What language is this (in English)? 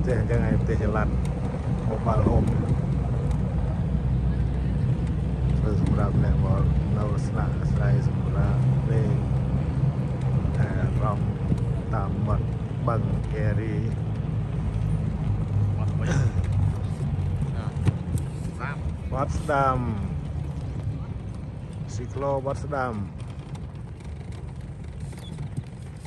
Vietnamese